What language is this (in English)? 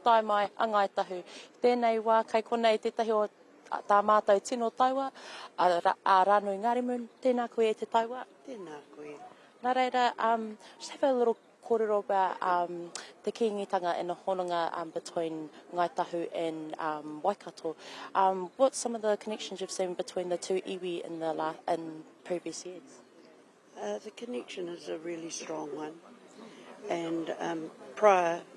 Māori